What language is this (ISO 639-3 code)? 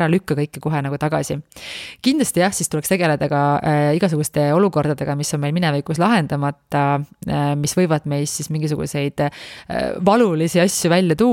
est